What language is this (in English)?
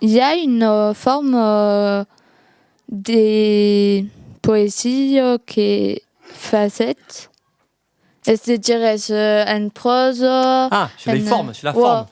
Occitan